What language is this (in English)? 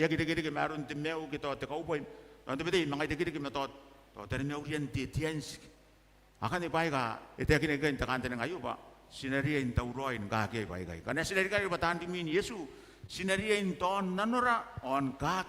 Gilbertese